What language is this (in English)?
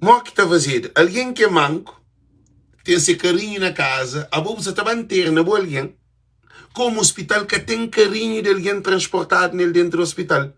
Kabuverdianu